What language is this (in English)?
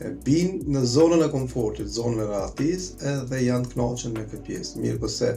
Albanian